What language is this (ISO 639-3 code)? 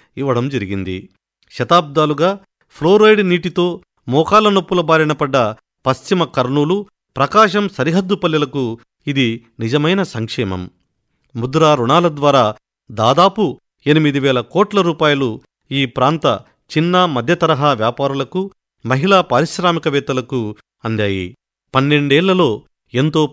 tel